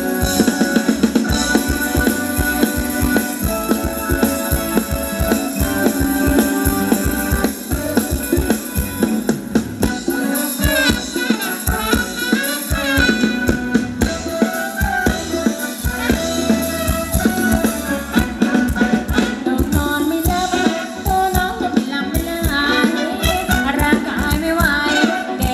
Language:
Thai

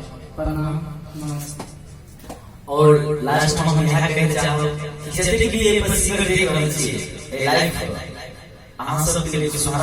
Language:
Maithili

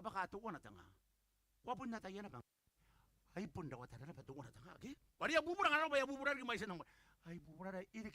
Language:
Gilbertese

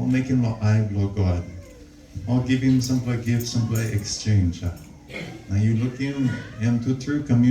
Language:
Tok Pisin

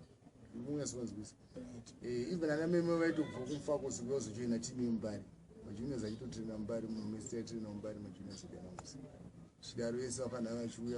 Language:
Shona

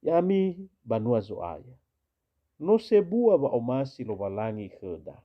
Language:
Nias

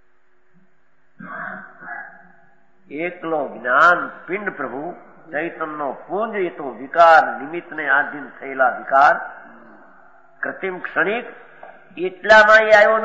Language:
Gujarati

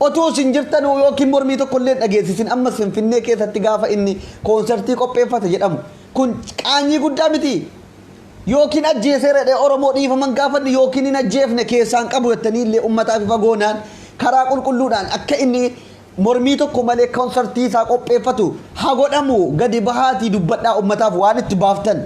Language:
Oromo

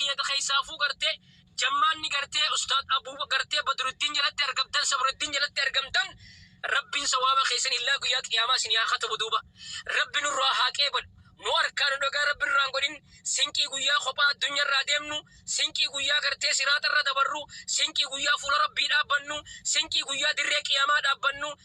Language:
Oromo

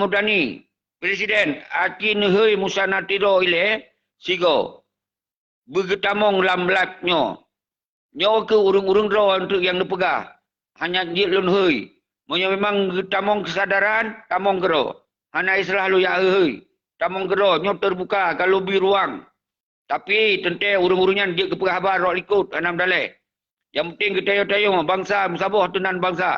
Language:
Achinese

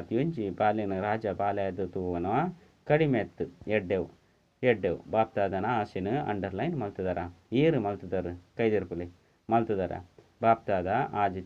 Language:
Tulu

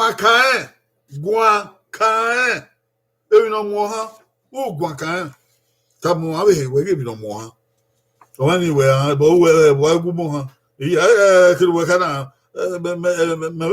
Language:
Bini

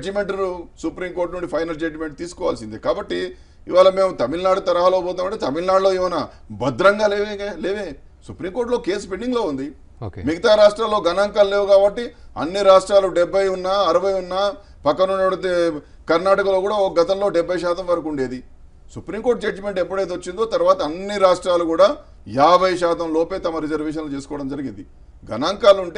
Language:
Telugu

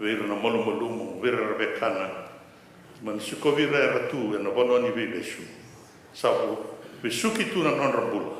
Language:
Fijian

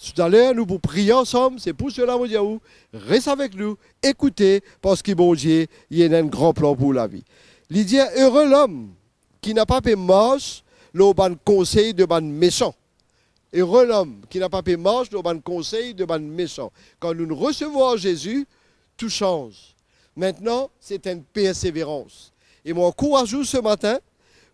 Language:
Morisyen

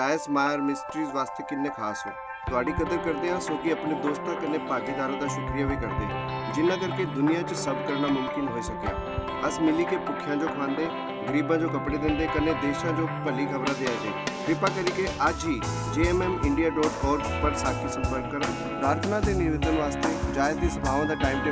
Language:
Dogri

